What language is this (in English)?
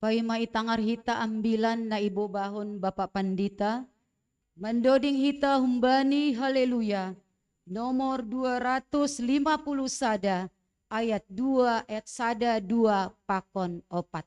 Batak Simalungun